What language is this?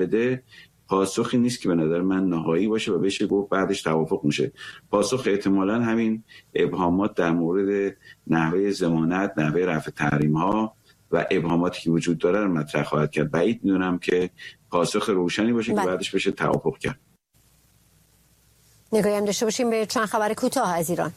Persian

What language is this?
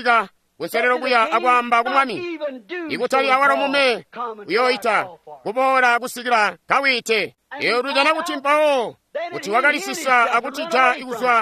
Tonga (Zambia)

